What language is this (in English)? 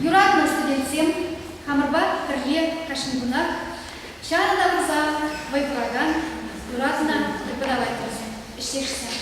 Chuvash